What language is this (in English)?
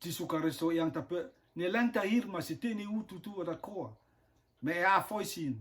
Rotuman